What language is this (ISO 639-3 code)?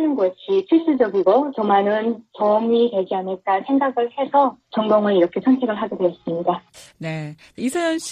kor